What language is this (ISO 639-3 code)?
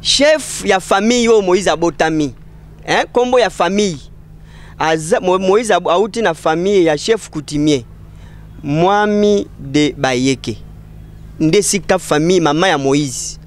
lin